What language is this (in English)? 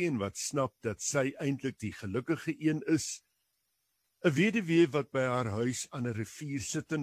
Afrikaans